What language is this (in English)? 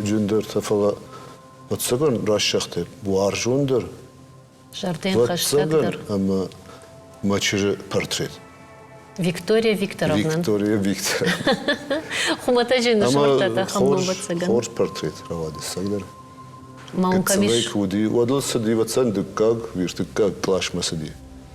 Ossetic